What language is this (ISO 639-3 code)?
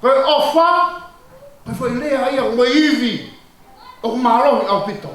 ton